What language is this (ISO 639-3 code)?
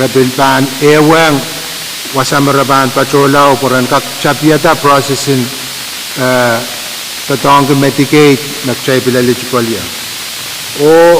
pon